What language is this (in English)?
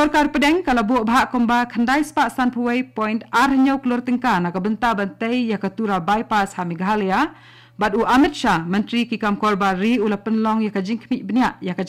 Khasi